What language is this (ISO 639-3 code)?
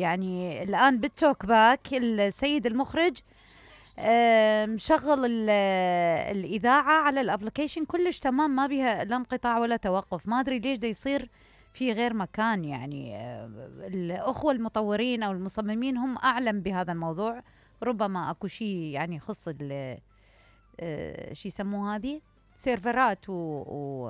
acm